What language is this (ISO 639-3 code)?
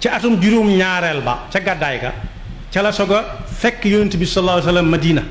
wol